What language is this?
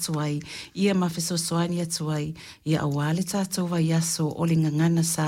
Samoan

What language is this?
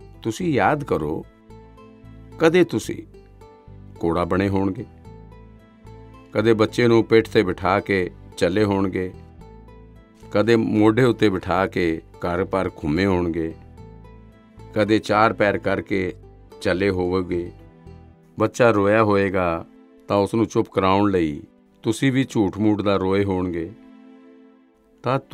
Punjabi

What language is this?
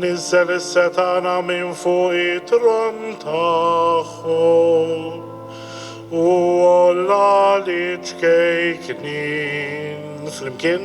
Maltese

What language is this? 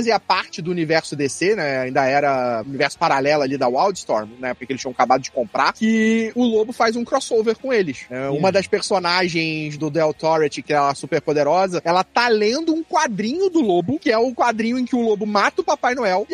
Portuguese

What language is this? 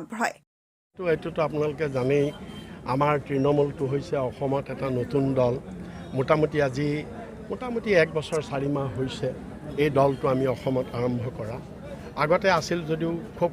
Assamese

